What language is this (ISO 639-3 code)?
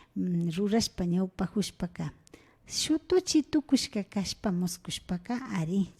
qvi